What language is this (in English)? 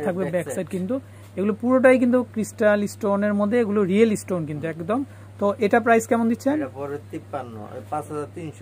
Bangla